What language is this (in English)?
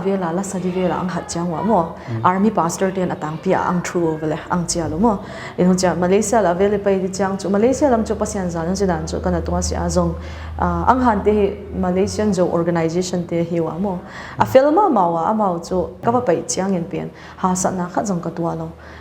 Paite Chin